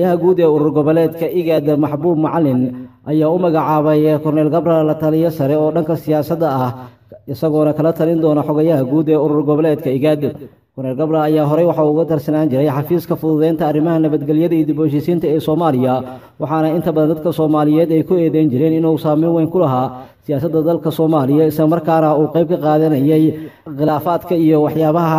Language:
Somali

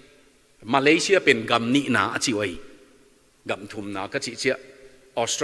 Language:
Tedim Chin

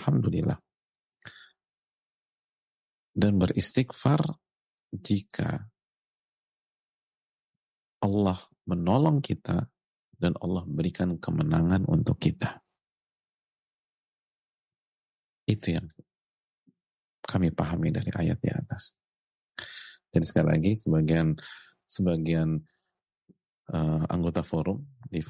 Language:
Indonesian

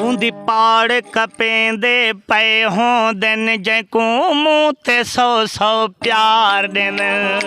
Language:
Saraiki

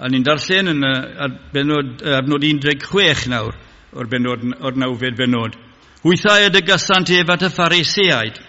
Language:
Welsh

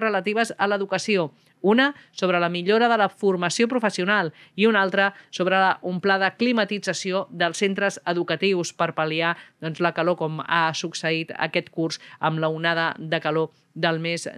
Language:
Catalan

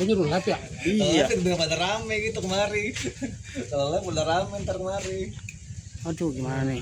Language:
Betawi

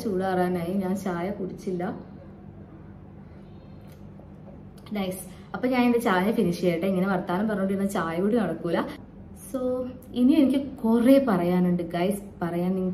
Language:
Malayalam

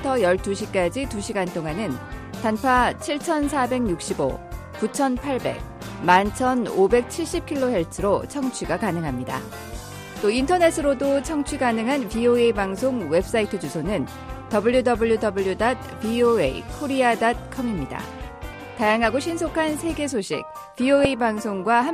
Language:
Korean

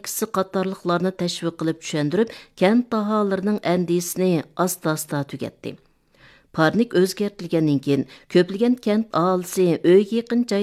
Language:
Uyghur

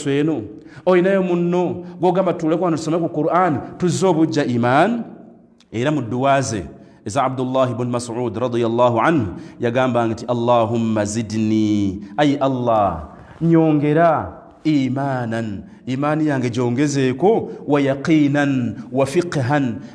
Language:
Ganda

